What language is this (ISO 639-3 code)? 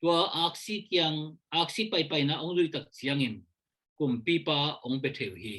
ctd